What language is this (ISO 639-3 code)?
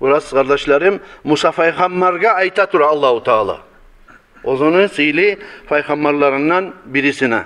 kum